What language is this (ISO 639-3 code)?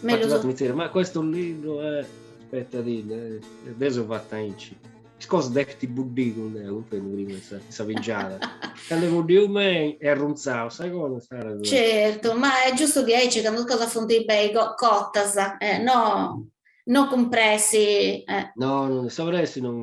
srd